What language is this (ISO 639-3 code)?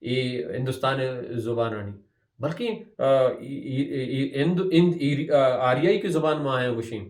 bal